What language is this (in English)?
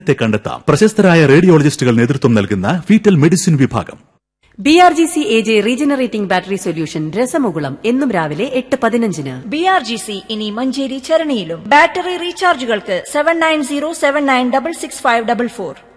Malayalam